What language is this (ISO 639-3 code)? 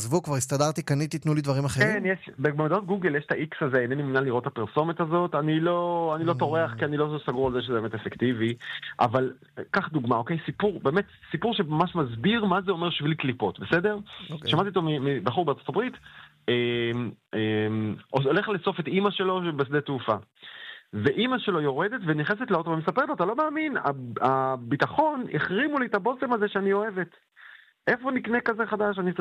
heb